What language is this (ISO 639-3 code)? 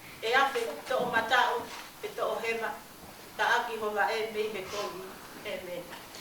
ton